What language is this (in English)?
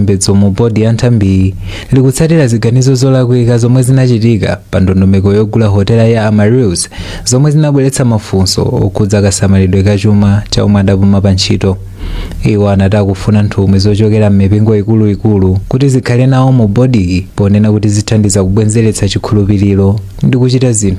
Nyanja